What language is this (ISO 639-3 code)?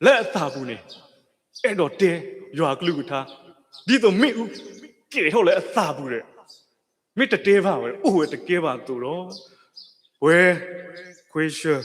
ksw